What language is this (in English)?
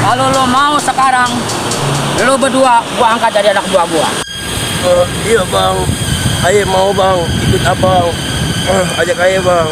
Betawi